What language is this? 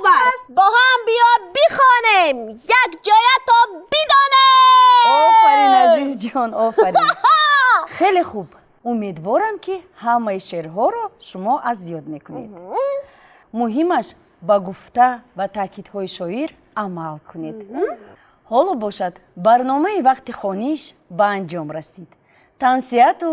Tajik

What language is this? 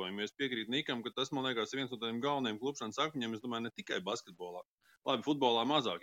Latvian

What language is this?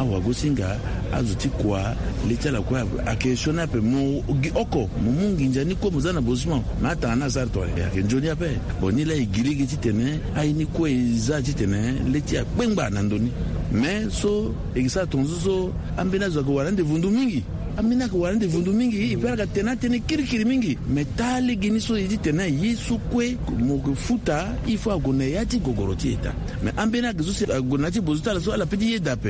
Sango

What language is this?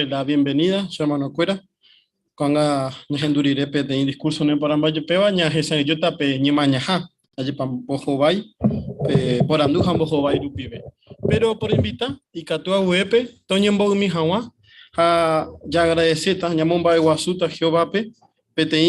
Guarani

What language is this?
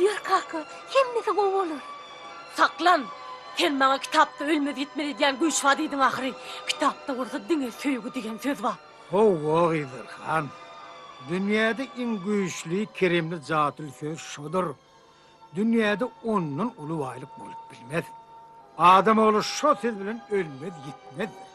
Turkmen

